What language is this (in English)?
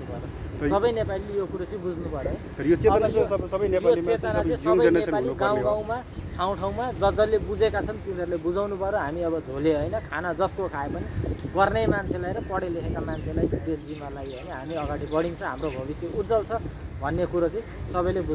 Nepali